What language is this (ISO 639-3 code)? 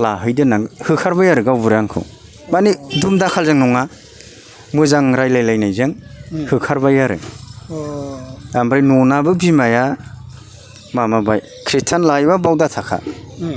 brx